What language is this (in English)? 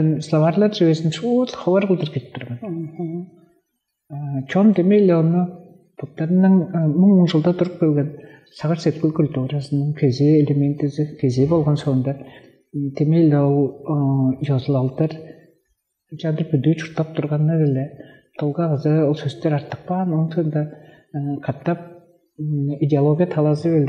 Tuvinian